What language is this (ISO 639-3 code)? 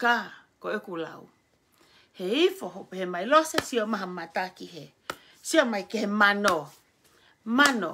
ton